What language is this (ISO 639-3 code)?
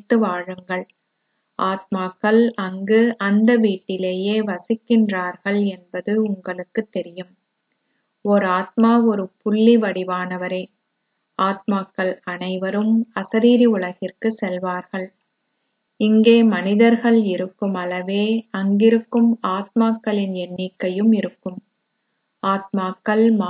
tam